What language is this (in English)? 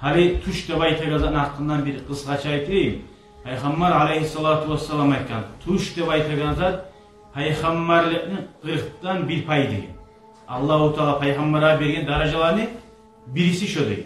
Kumyk